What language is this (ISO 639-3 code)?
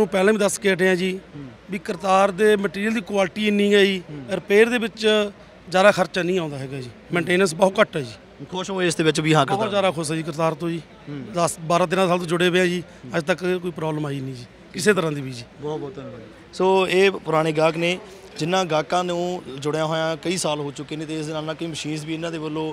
pan